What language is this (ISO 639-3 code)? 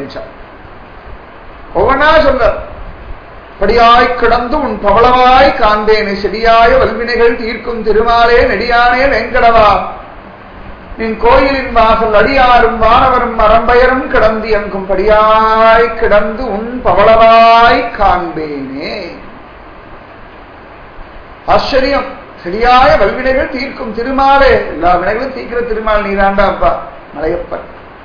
tam